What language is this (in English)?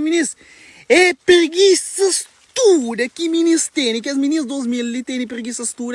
Kabuverdianu